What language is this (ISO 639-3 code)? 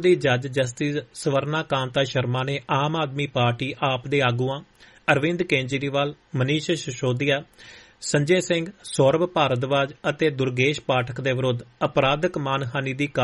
pan